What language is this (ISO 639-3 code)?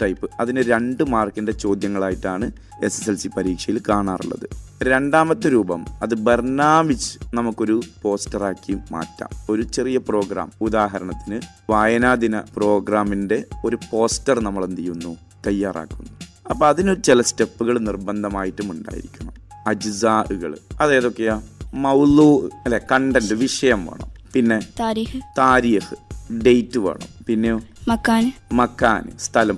mal